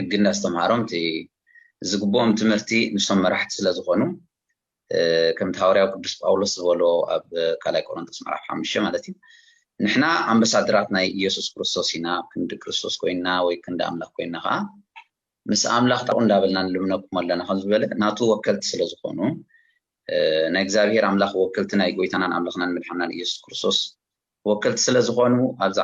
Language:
Tigrinya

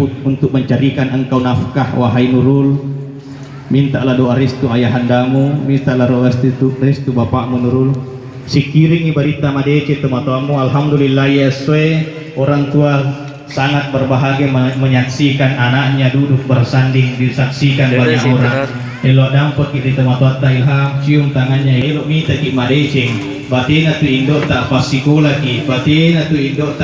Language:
Buginese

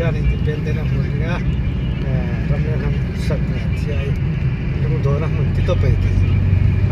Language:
Hmar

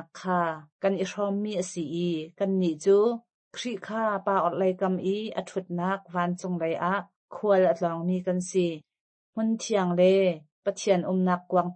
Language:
Hakha Chin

